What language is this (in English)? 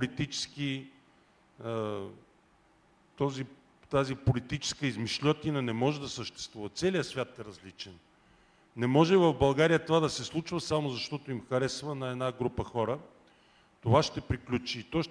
Bulgarian